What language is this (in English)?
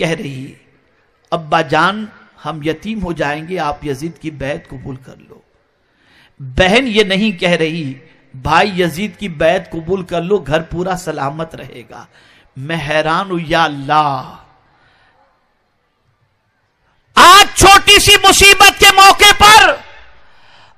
Urdu